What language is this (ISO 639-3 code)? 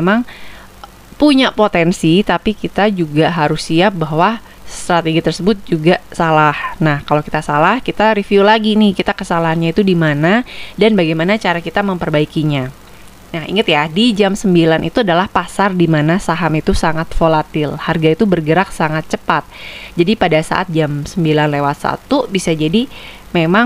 ind